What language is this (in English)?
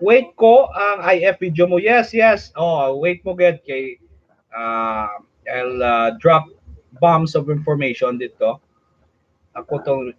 Hiligaynon